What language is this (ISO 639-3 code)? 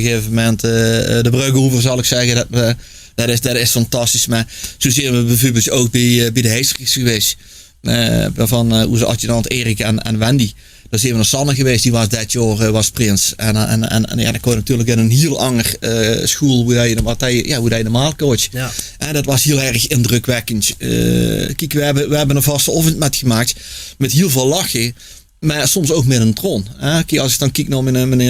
lim